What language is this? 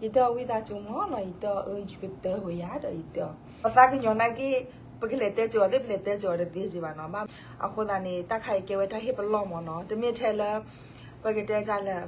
S'gaw Karen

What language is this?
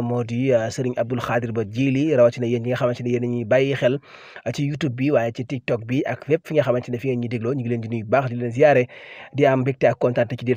Wolof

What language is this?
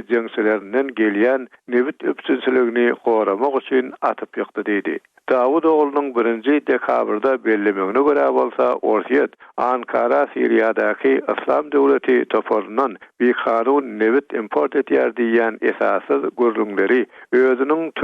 Turkmen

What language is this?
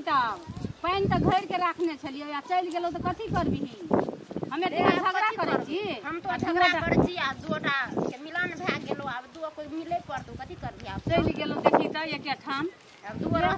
Maithili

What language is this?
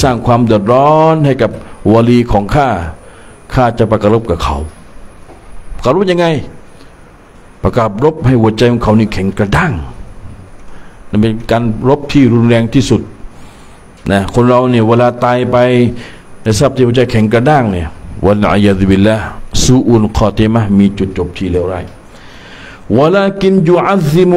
Thai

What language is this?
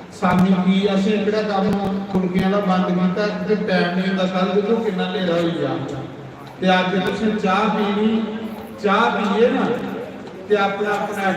Dogri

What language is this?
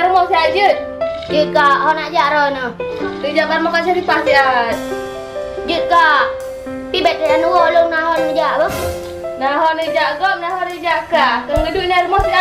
Achinese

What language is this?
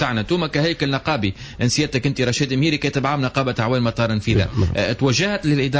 Tunisian Arabic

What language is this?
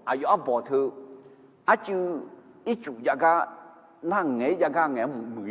Akha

